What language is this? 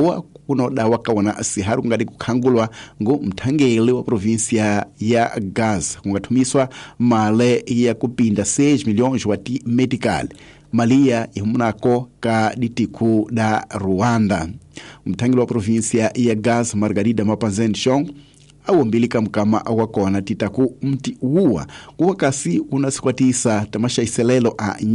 Tsonga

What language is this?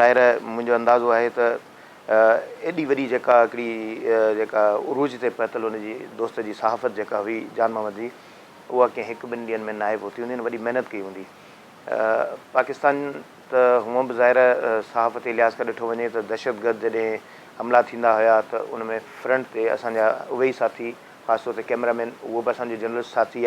Sindhi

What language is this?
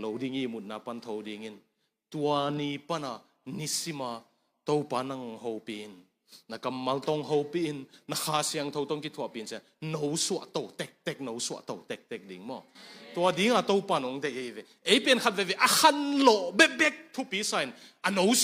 Tedim Chin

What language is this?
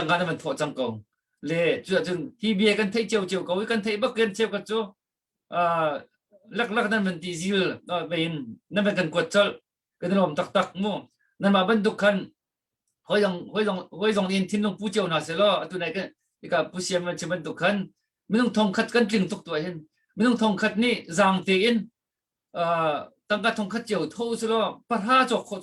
Hakha Chin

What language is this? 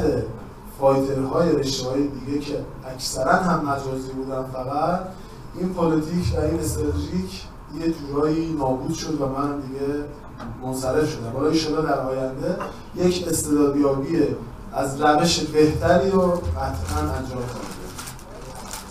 Persian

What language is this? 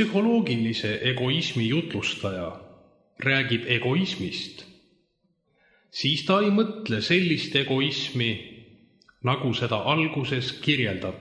Estonian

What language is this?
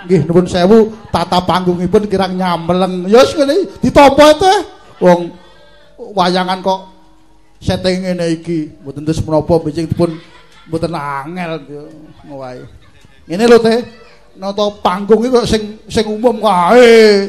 Javanese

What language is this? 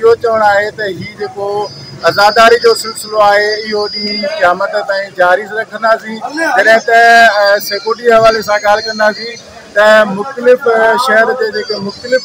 Sindhi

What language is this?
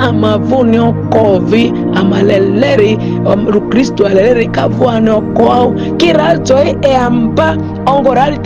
Ma'di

